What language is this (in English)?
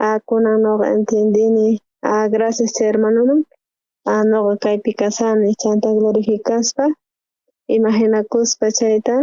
South Bolivian Quechua